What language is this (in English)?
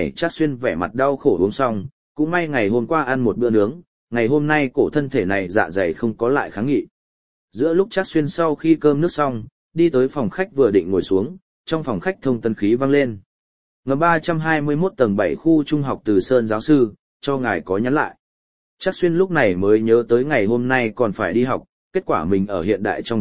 Vietnamese